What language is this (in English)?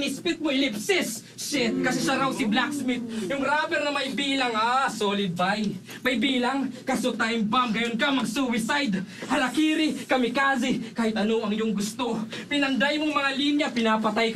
Filipino